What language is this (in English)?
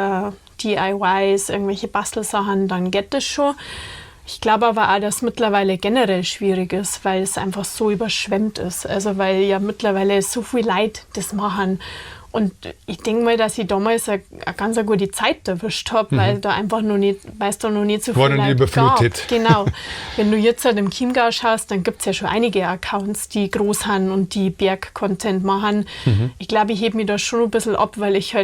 Bavarian